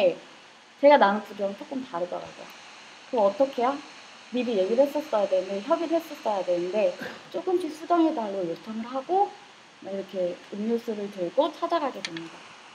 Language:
Korean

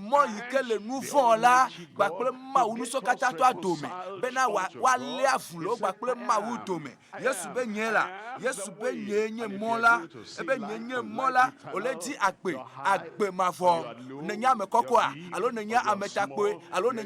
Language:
Ewe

